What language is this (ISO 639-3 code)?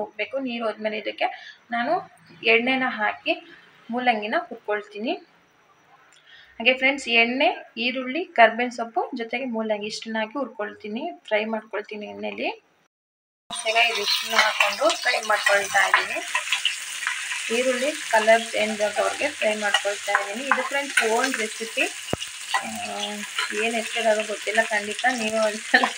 kan